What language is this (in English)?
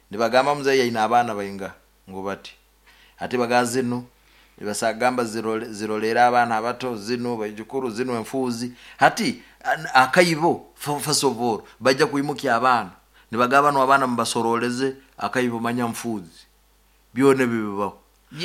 Nyankole